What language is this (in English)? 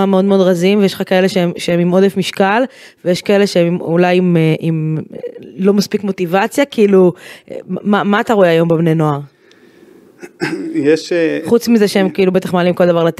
Hebrew